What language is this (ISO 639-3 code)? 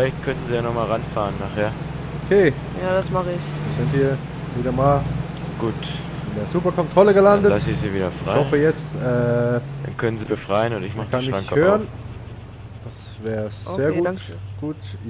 gsw